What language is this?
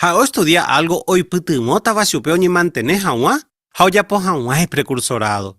Guarani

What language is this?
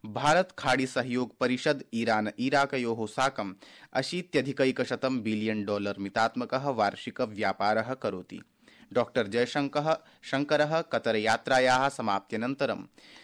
Sanskrit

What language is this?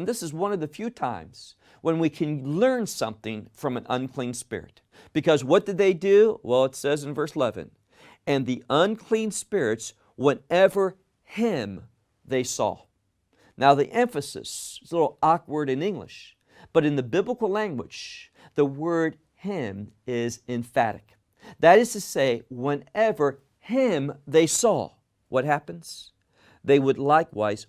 English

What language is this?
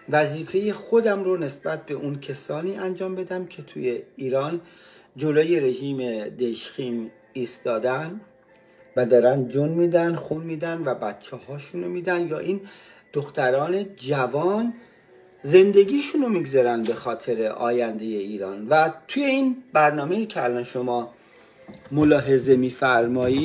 Persian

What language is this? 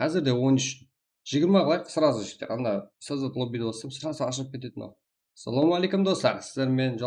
Kara-Kalpak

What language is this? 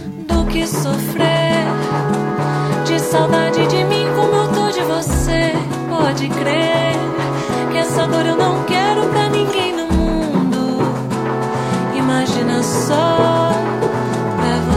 Portuguese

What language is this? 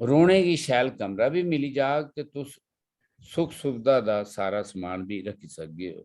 Dogri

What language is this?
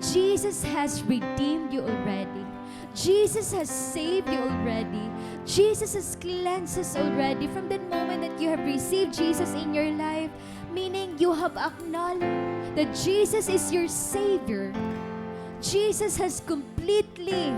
Waray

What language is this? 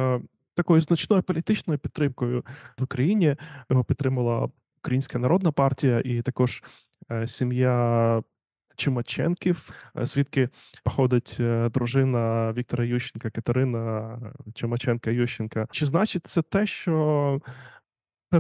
Ukrainian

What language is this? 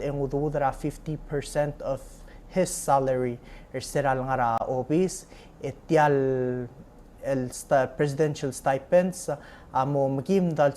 Palauan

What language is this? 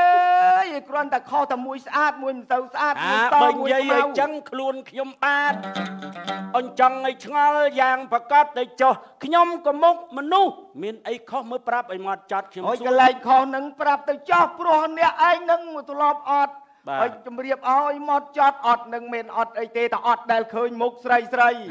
Khmer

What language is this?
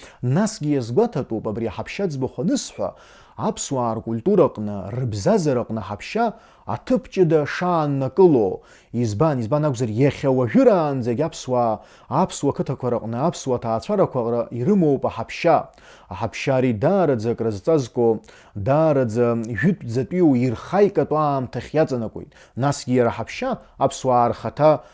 Abkhazian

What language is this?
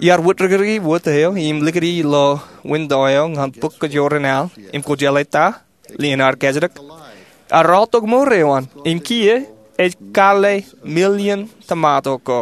Marshallese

